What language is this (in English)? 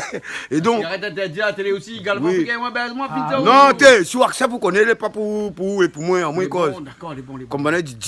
Réunion Creole French